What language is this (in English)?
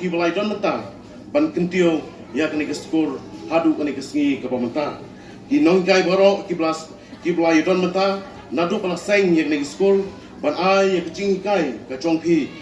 Khasi